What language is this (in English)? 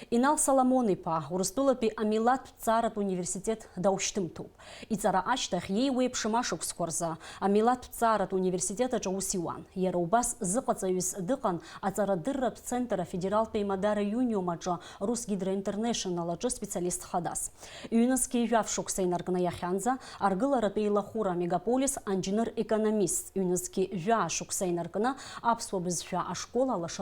Abkhazian